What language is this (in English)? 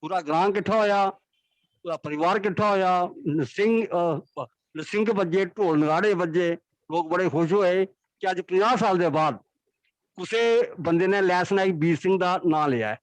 Dogri